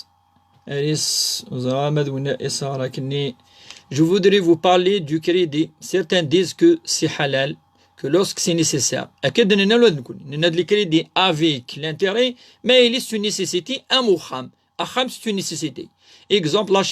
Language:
Kabyle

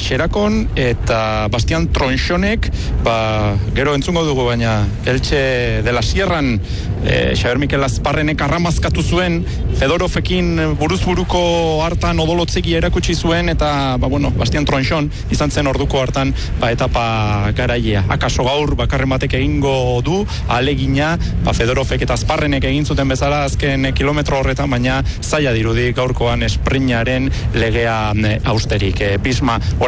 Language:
Basque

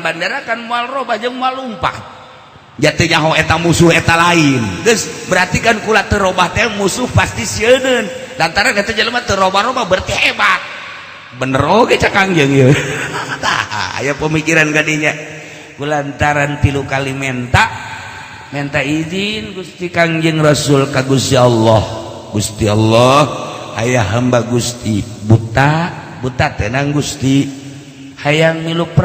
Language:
Sundanese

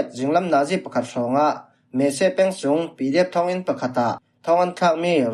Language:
Falam Chin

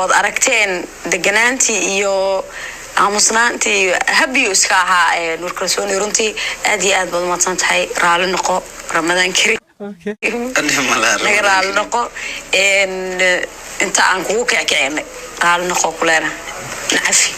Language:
Somali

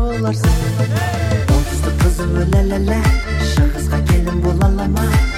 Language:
Kazakh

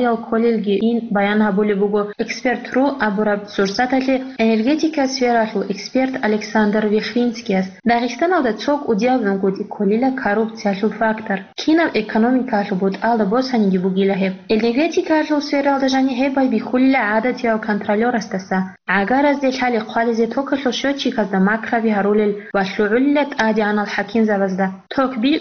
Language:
Avaric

